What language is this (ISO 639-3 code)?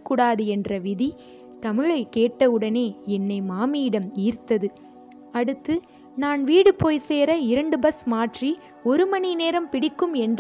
tam